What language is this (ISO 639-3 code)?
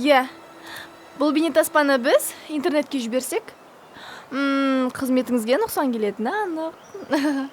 kaz